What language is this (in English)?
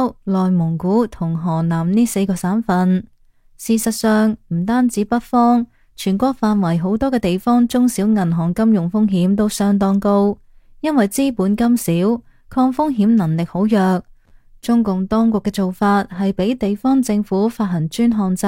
Cantonese